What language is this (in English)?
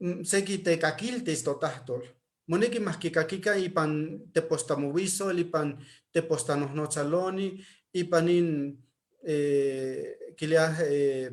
Eastern Huasteca Nahuatl